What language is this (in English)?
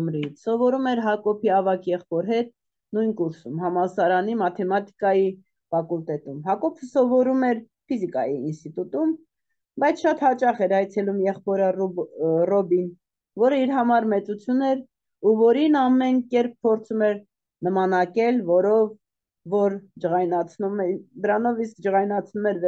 Armenian